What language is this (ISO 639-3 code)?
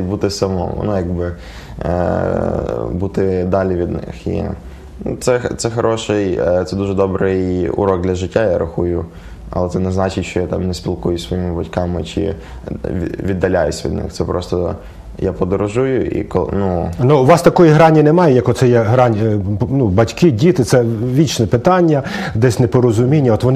ukr